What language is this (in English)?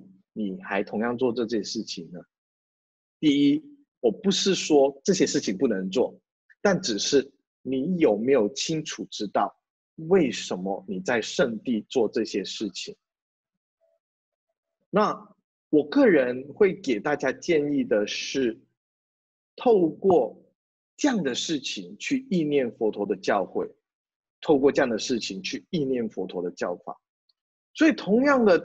Chinese